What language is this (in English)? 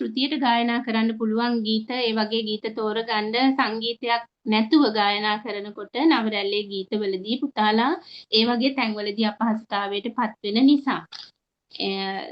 Sinhala